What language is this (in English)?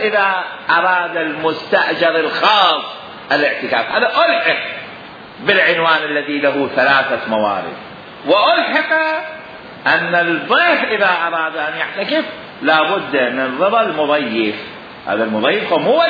Mesopotamian Arabic